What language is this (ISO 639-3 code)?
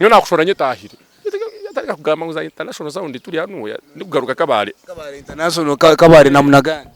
nyn